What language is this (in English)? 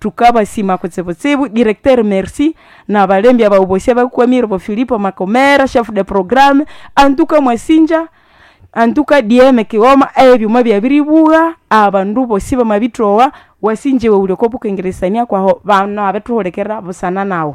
Nande